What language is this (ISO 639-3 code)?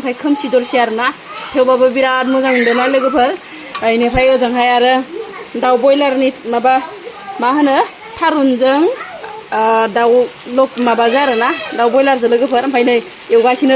brx